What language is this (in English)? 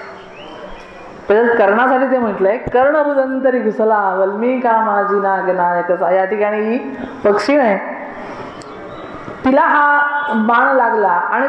Marathi